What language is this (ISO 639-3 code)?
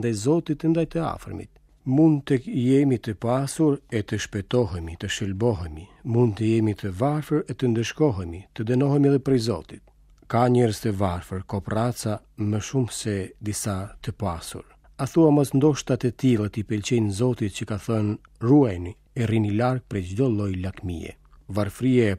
sqi